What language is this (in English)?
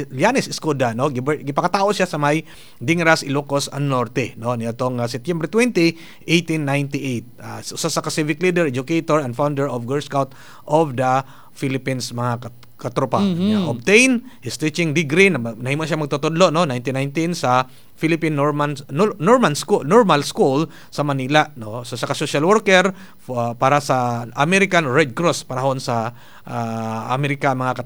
Cebuano